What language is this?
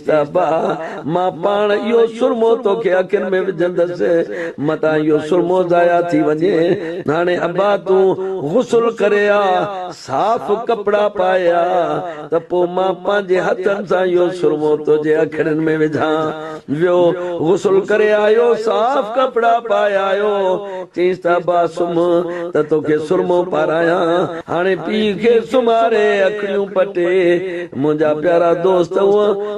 Sindhi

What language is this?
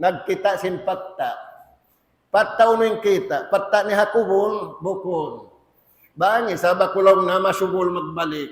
Tausug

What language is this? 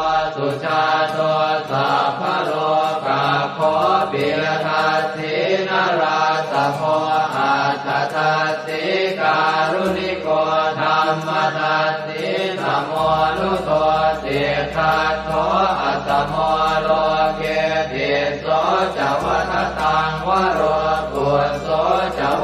Pali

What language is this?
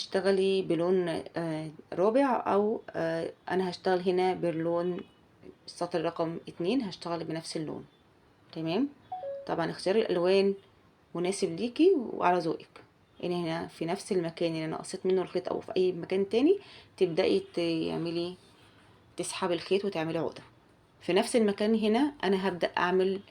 Egyptian Arabic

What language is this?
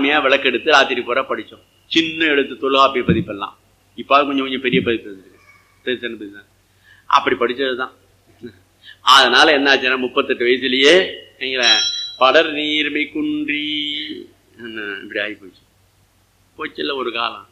Tamil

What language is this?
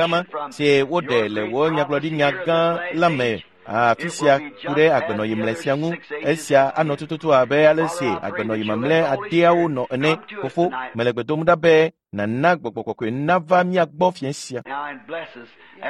Ewe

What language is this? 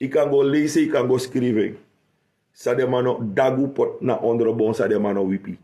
Sranan Tongo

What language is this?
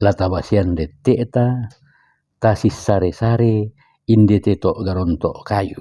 Toraja-Sa'dan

